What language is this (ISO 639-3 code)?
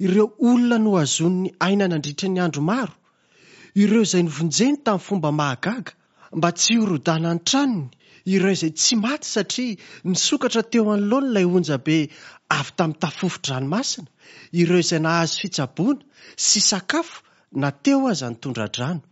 mlg